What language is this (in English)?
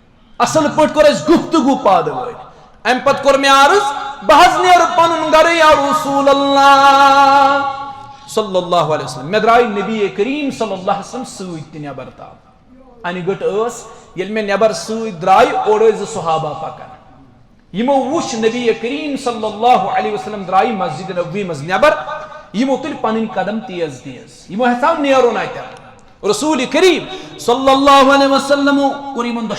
Kashmiri